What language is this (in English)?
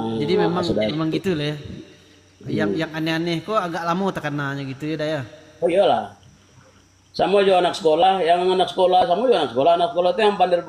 Minangkabau